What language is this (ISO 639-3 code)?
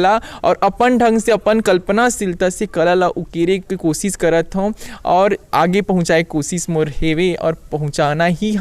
hne